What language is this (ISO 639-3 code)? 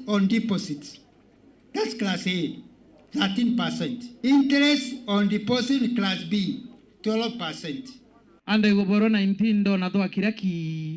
mer